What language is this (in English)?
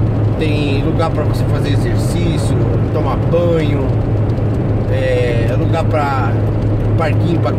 Portuguese